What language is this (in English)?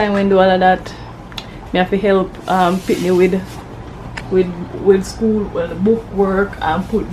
Jamaican Creole English